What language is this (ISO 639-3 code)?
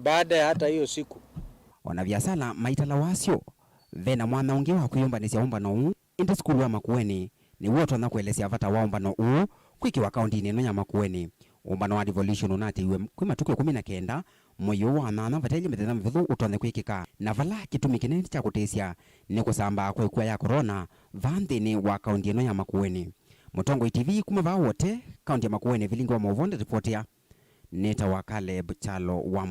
kam